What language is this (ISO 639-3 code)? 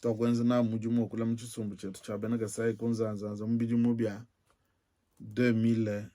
lua